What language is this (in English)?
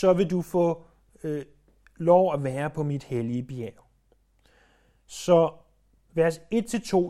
Danish